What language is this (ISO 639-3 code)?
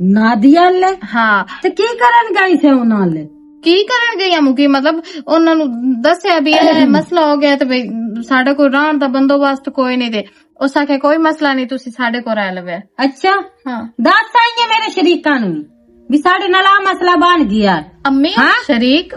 lah